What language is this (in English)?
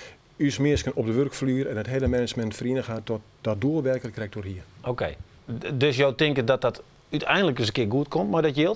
Western Frisian